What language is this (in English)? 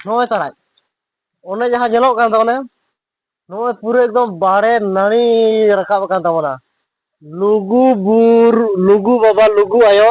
Santali